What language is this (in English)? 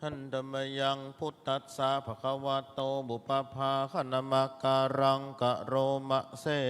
Pali